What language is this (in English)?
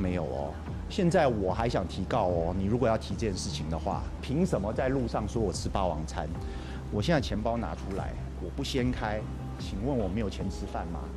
Chinese